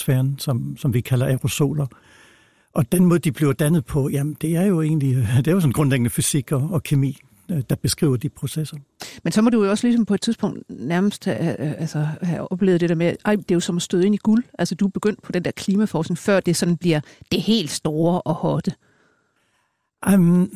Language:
Danish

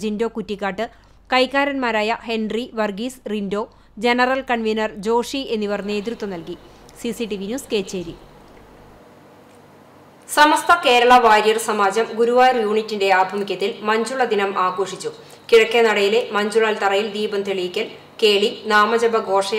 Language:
Malayalam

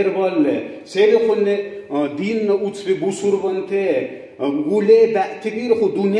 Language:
Dargwa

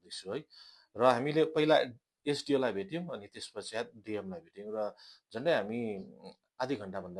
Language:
Nepali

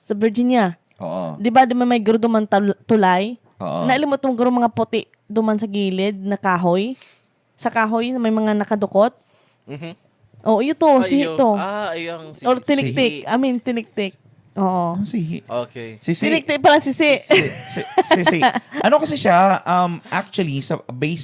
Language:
Bikol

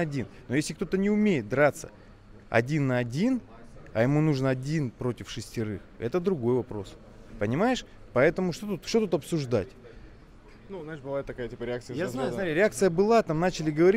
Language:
Russian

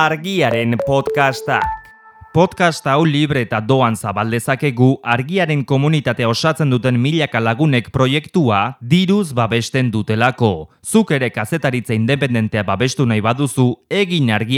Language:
Basque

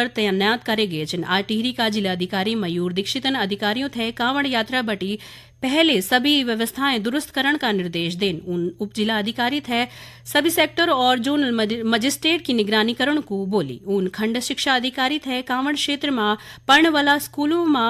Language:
Garhwali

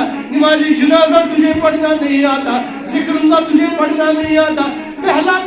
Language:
Kashmiri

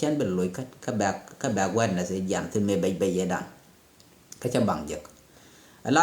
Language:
Nuer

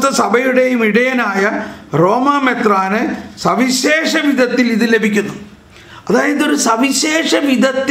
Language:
Malayalam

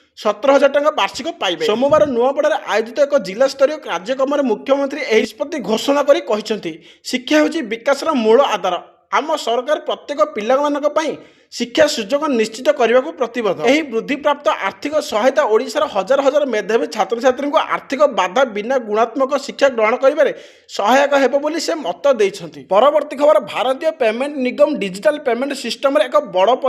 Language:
Odia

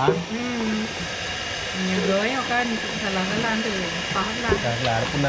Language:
Achinese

